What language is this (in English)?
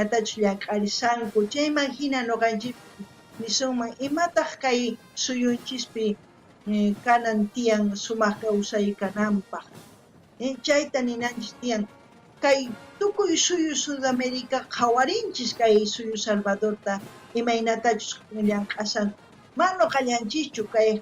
South Bolivian Quechua